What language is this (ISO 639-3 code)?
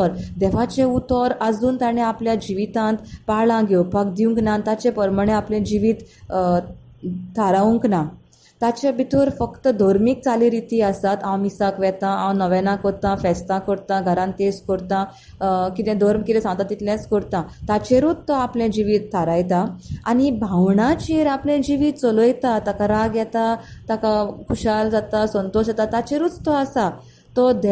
kok